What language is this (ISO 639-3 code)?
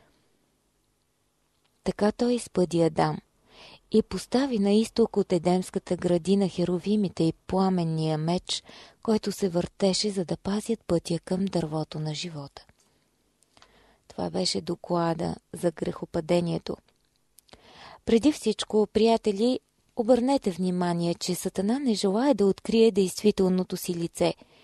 bul